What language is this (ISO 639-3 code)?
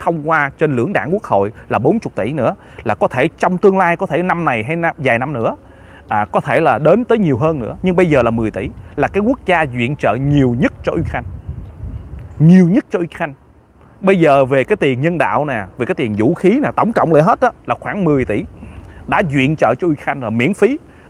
vie